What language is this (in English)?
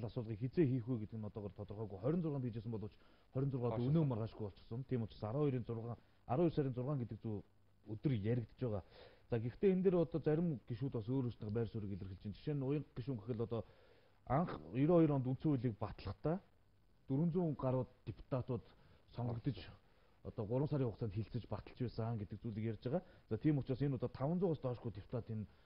Mongolian